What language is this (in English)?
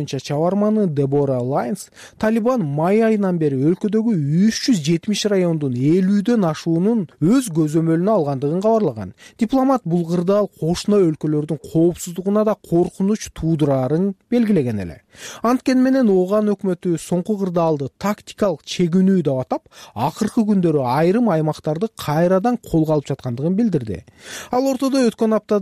Kyrgyz